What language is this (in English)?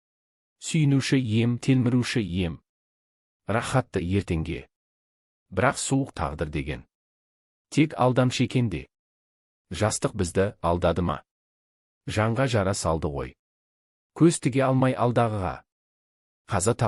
Kazakh